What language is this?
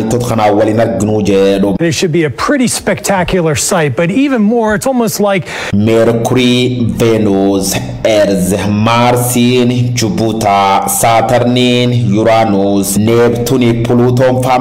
Oromo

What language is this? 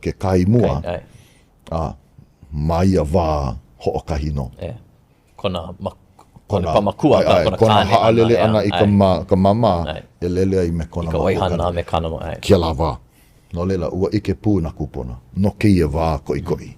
Hawaiian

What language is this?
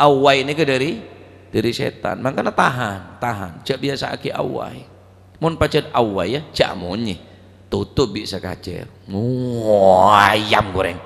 Madurese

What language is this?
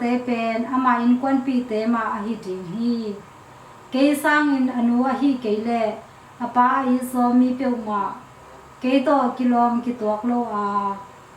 Tedim Chin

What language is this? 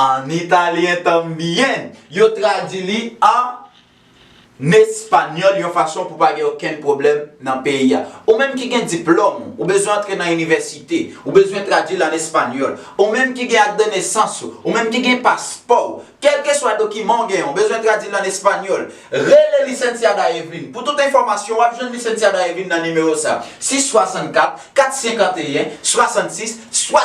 Haitian Creole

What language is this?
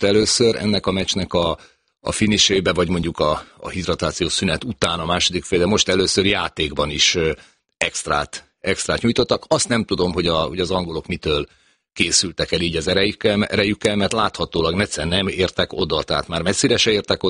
Hungarian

